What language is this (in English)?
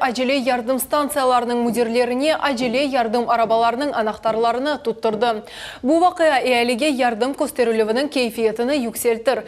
Crimean Tatar